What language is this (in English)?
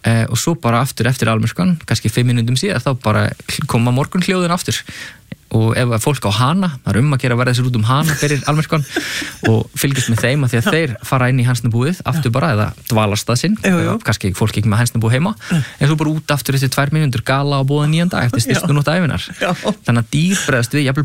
Icelandic